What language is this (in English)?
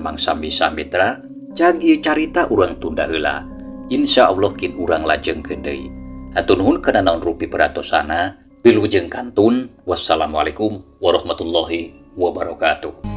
Sundanese